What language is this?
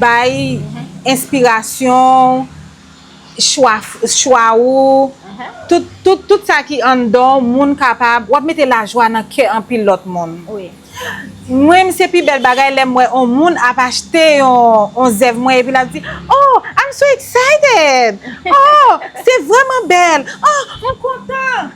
Haitian Creole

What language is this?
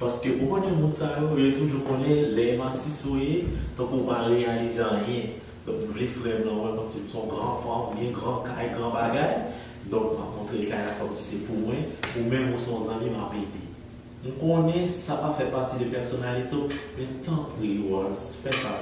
Haitian Creole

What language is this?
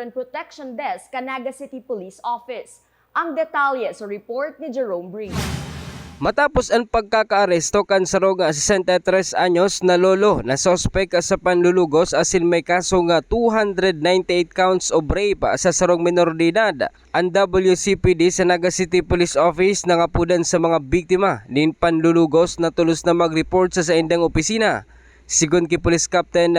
Bikol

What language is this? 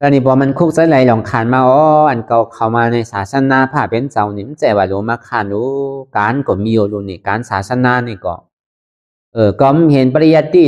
Shan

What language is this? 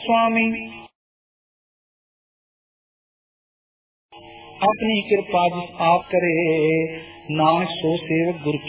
Punjabi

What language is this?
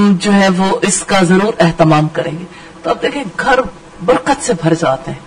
Urdu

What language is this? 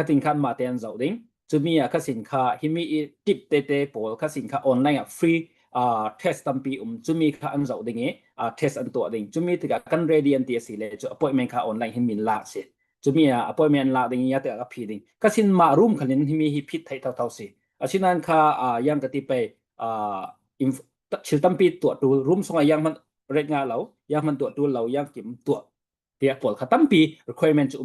Falam Chin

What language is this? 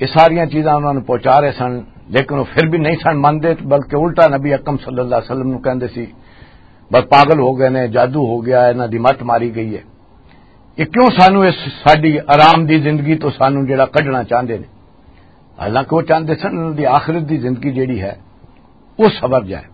Western Panjabi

